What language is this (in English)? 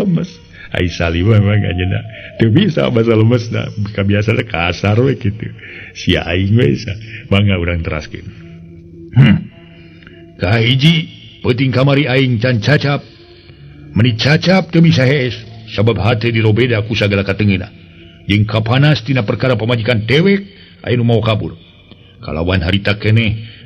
Sundanese